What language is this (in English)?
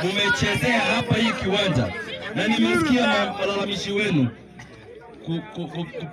Swahili